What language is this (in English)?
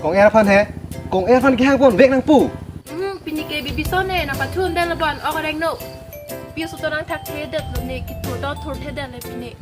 Karbi